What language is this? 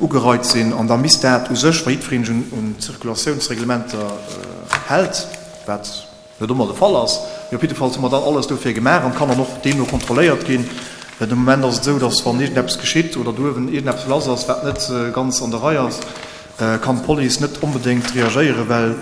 Luxembourgish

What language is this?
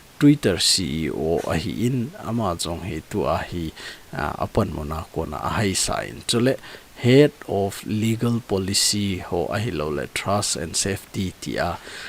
Thado Chin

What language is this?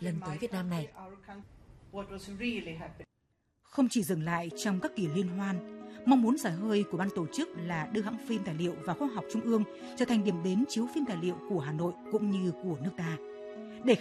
Vietnamese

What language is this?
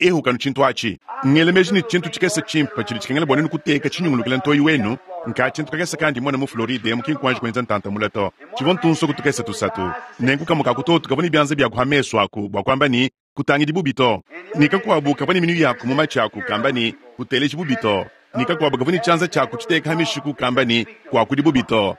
Luba-Lulua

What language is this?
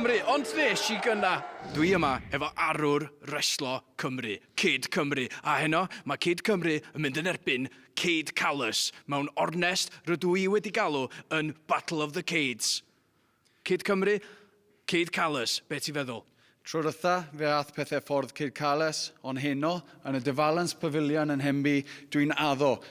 Welsh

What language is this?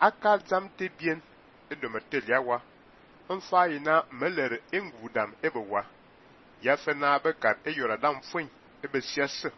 Fang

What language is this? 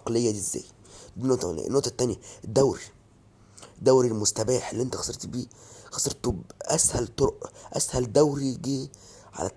Egyptian Arabic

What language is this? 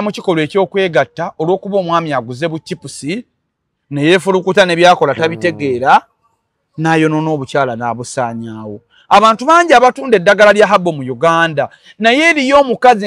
Ganda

